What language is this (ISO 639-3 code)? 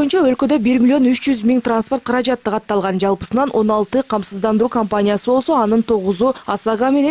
kir